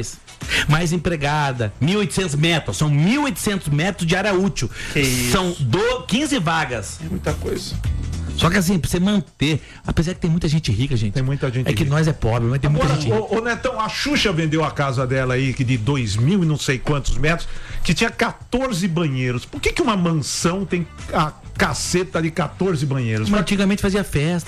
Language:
Portuguese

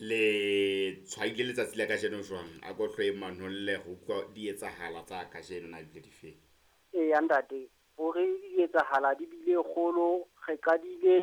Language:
Southern Sotho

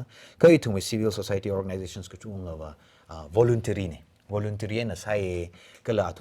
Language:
Tangkhul Naga (India)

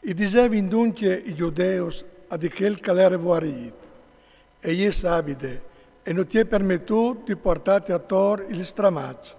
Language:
Friulian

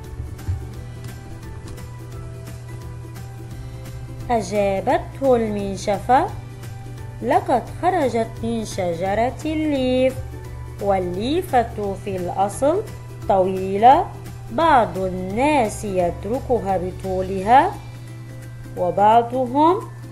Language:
Arabic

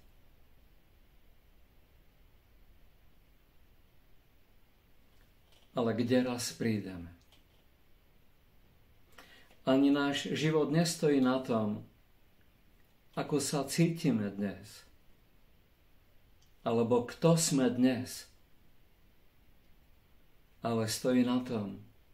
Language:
Slovak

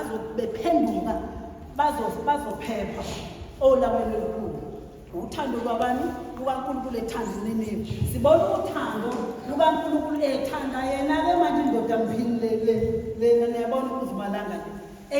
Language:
Zulu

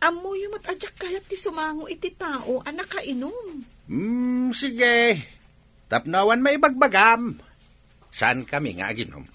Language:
Iloko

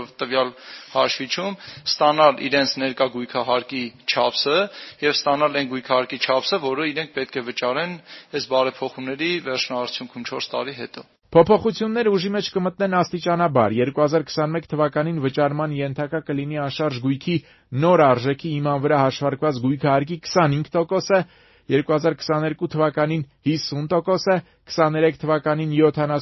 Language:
Armenian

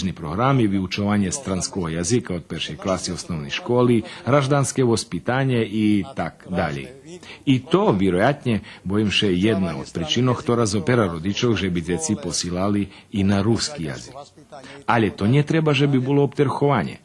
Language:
Rusyn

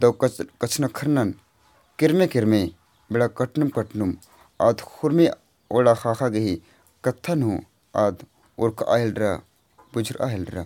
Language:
Kurukh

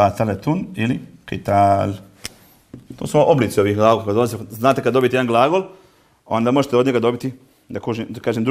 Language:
Bosnian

